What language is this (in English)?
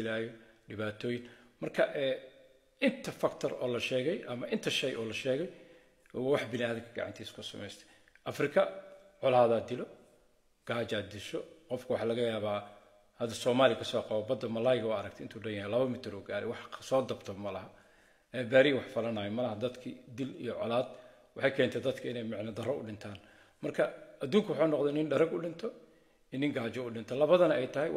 Somali